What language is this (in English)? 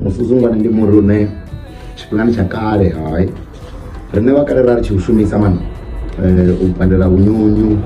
Venda